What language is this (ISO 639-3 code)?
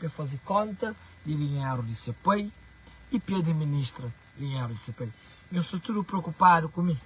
kea